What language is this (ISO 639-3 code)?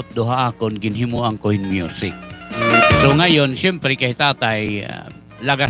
war